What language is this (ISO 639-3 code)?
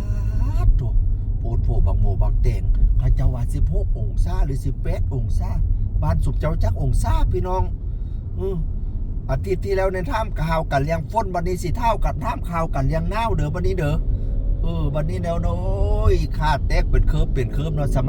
lao